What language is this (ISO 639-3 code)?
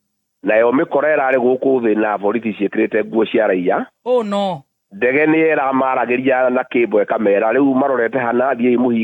kik